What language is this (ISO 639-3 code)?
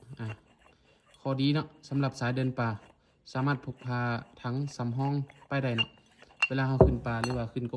lao